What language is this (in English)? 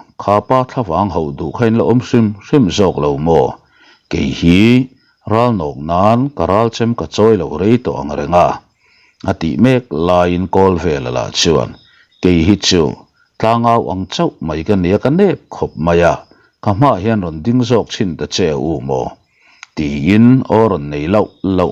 Mizo